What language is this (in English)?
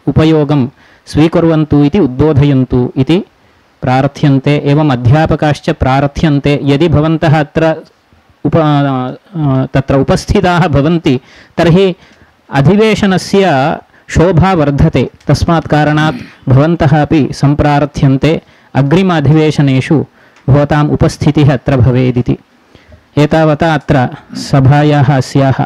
Sanskrit